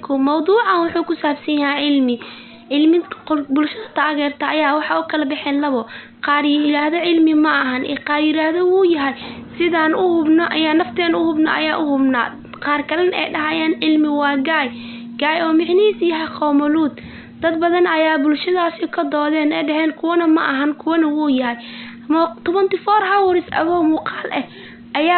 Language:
Somali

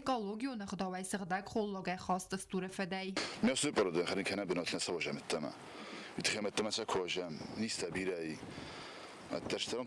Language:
Ossetic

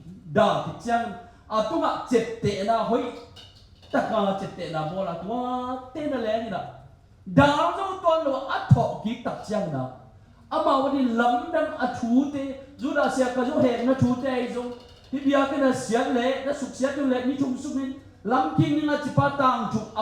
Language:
Tedim Chin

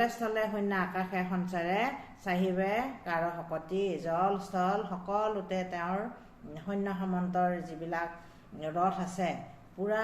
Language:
Assamese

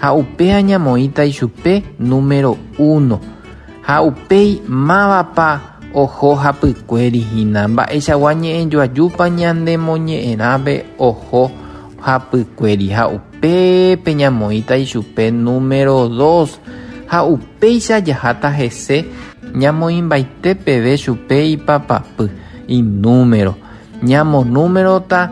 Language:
Guarani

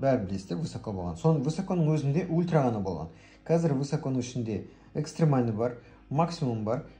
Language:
Kazakh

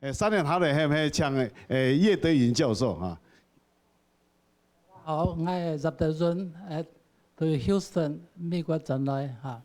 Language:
Hakka Chinese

